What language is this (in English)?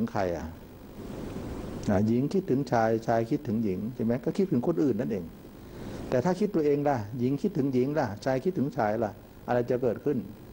Thai